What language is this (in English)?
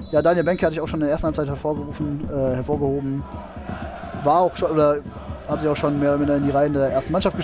German